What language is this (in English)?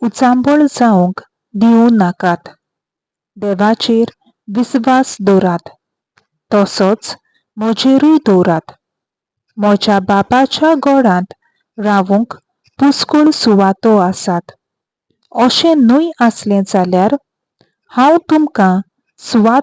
Konkani